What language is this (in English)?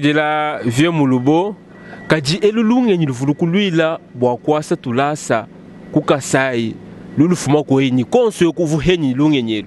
Luba-Lulua